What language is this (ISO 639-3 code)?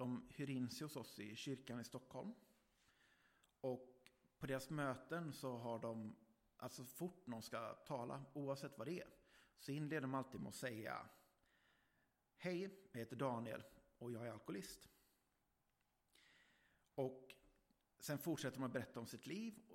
swe